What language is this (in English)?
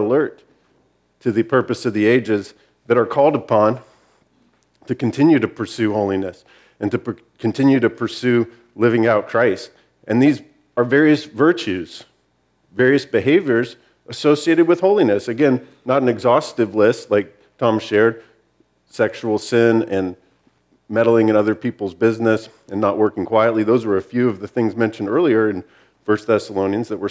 English